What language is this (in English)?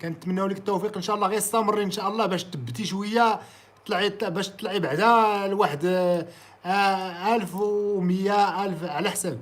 Moroccan Arabic